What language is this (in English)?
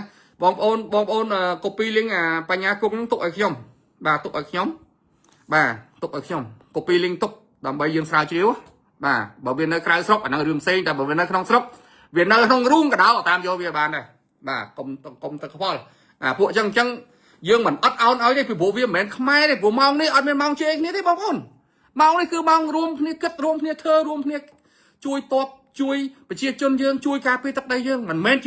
Khmer